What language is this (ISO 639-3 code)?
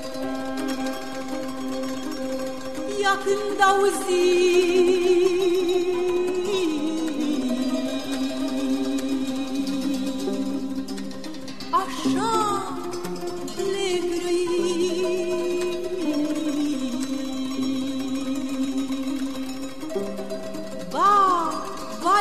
ron